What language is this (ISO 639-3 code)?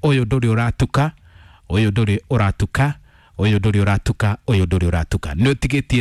kik